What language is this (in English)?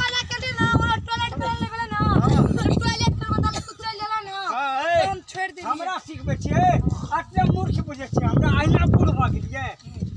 Maithili